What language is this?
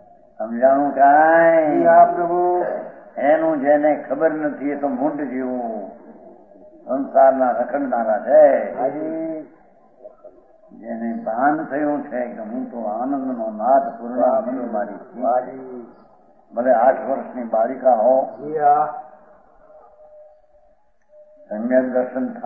Gujarati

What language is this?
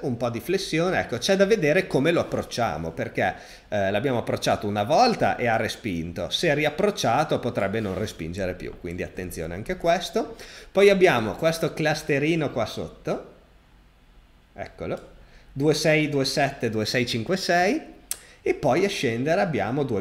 Italian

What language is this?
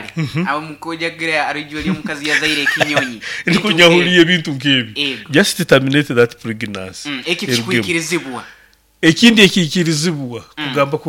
Nyoro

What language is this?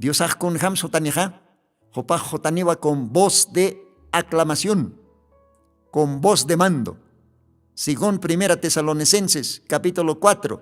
Aymara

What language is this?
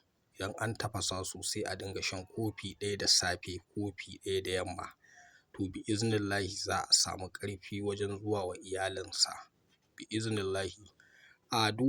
Hausa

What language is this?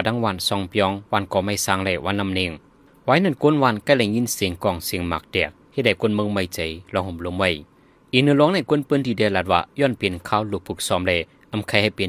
Shan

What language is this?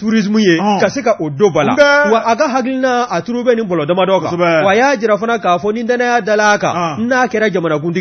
Bambara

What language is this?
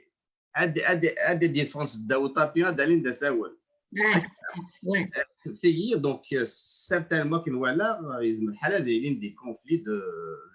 Kabyle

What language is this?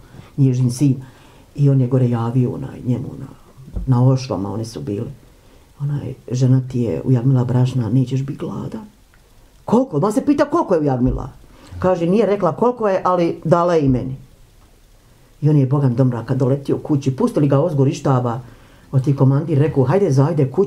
Bosnian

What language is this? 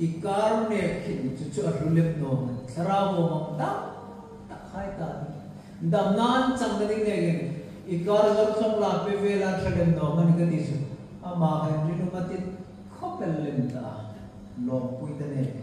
Hmar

